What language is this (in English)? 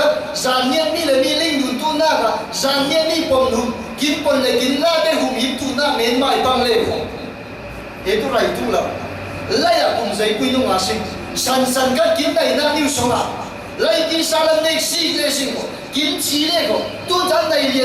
Falam Chin